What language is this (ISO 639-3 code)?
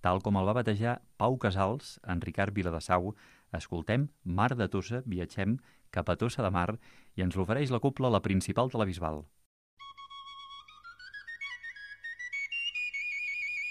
cat